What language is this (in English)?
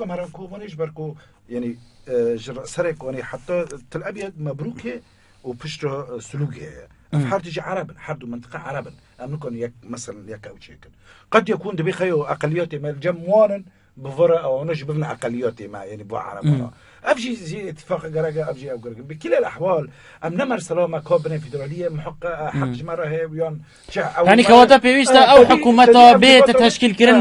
Kurdish